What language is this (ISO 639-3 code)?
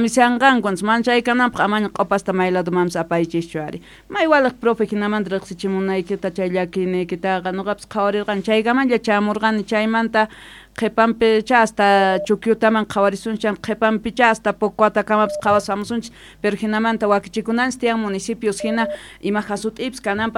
quh